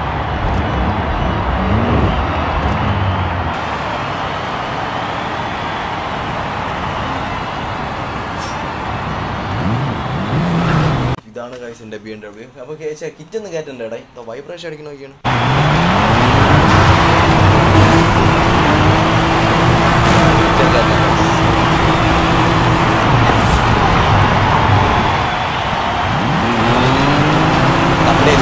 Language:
Malayalam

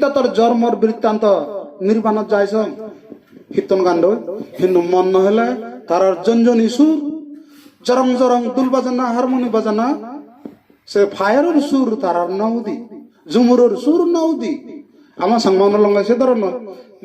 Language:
Chakma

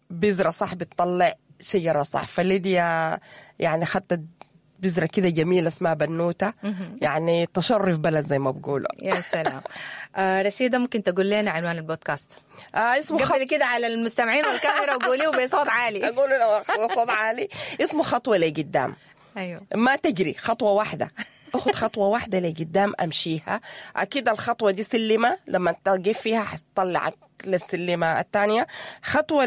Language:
Sudanese Arabic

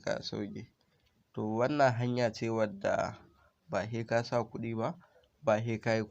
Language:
Hausa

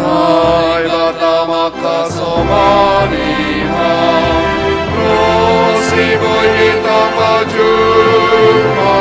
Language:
Batak Simalungun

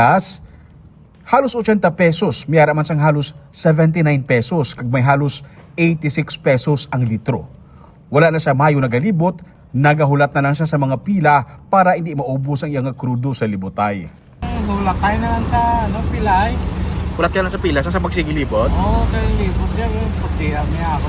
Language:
Hiligaynon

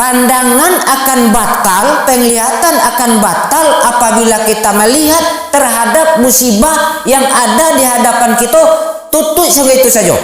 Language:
Minangkabau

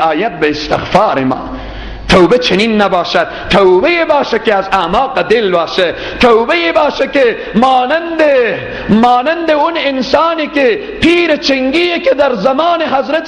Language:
Persian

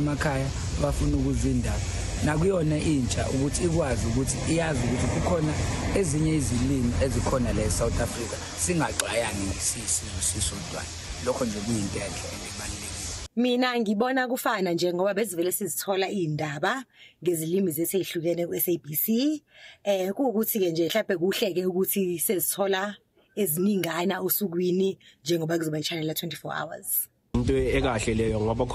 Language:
Zulu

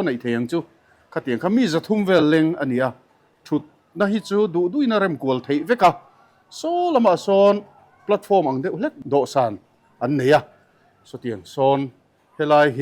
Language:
Mizo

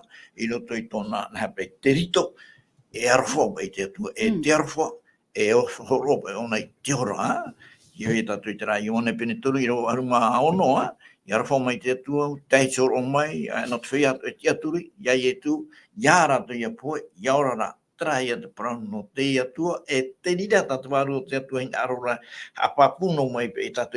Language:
Tahitian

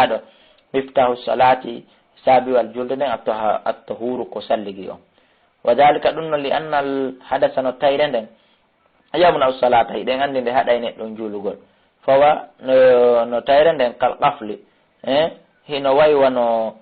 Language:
Fula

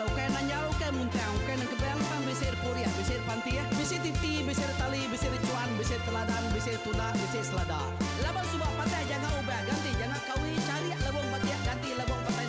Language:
Iban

